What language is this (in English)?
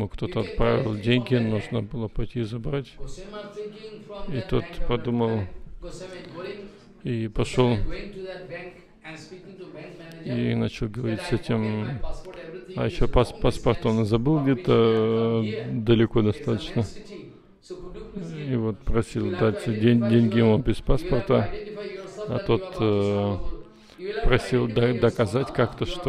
Russian